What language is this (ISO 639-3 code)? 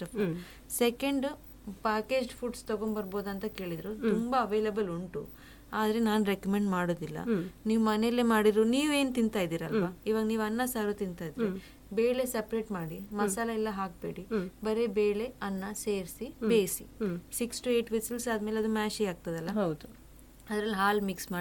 kan